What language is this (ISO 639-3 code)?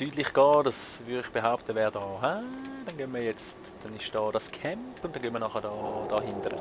gsw